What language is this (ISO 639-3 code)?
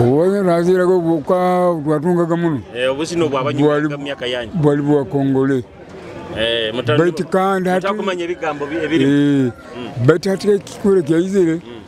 nyo